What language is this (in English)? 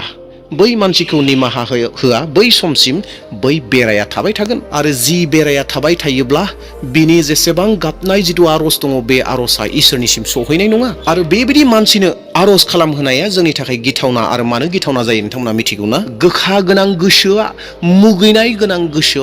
Bodo